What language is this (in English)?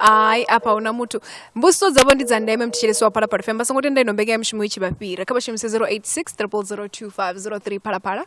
Venda